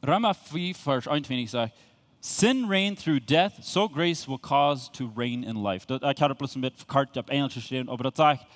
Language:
Plautdietsch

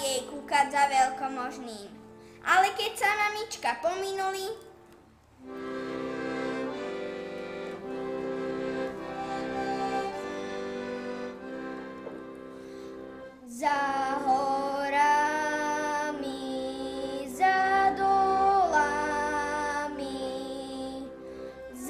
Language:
Slovak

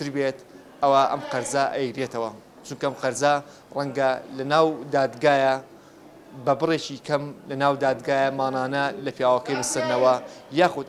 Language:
Central Kurdish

